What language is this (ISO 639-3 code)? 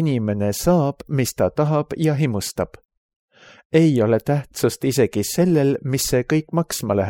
est